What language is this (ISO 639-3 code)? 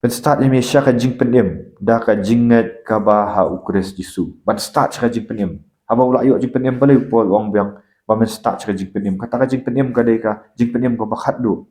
kha